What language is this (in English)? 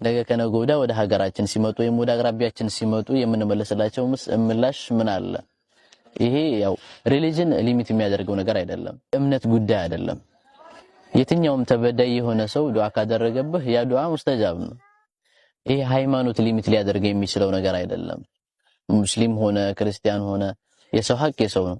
Amharic